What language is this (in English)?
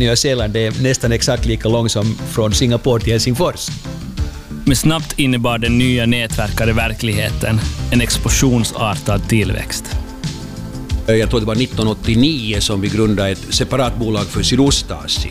Swedish